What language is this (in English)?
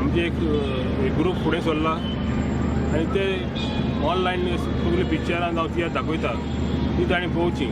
Konkani